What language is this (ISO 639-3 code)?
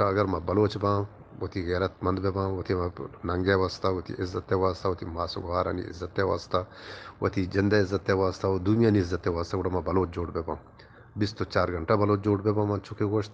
bgp